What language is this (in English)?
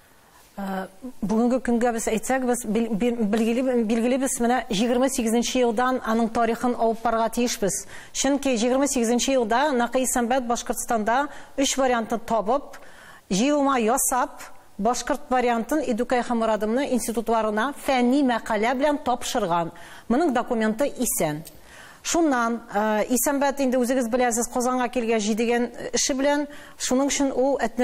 Tatar